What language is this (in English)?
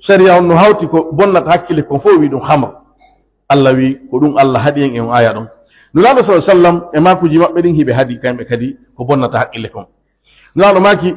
Pular